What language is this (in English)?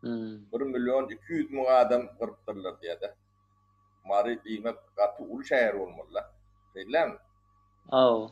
Turkmen